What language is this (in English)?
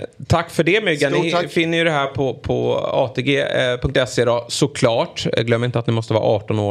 Swedish